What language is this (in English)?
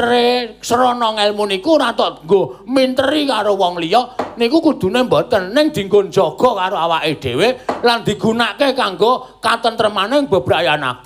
Javanese